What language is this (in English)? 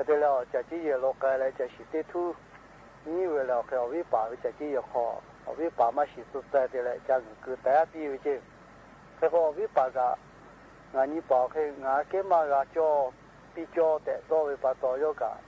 Lahu